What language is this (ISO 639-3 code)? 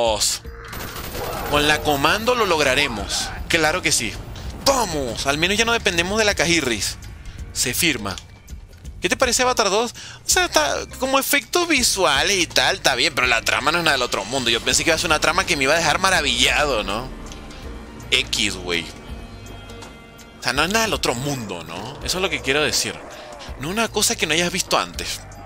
spa